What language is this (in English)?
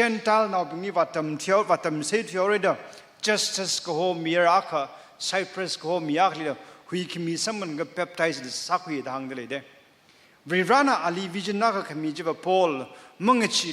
Tangkhul Naga (India)